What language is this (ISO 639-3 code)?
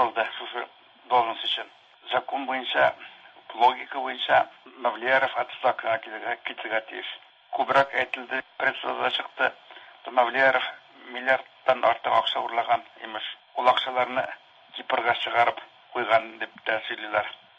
tat